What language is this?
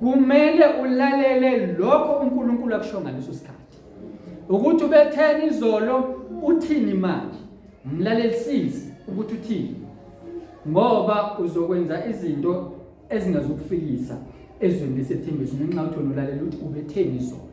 Zulu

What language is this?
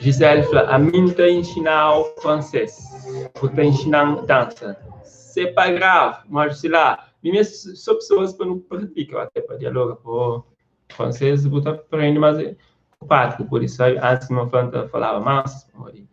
Kabuverdianu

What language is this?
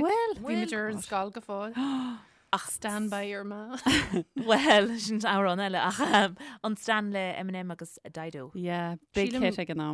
Irish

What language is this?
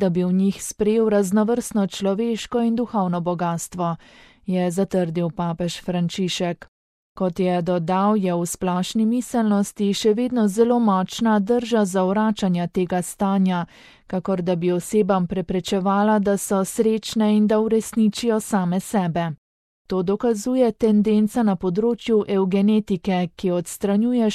Slovenian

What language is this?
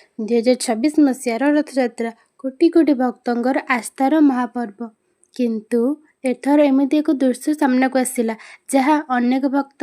Odia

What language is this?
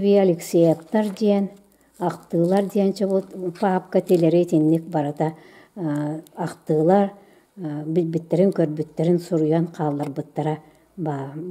Yakut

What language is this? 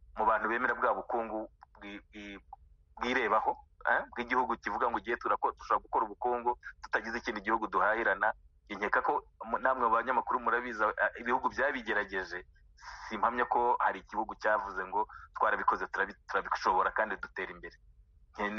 Kinyarwanda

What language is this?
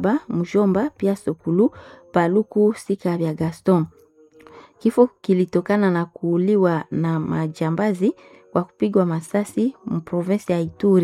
Swahili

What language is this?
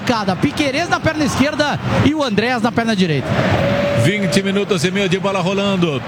Portuguese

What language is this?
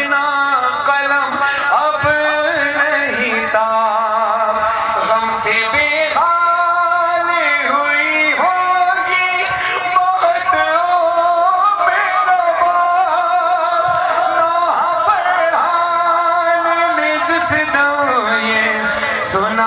Urdu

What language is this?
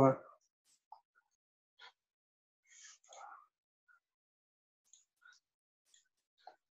Estonian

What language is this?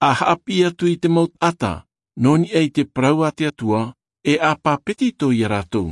Tahitian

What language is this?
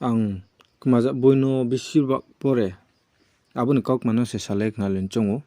Riang (India)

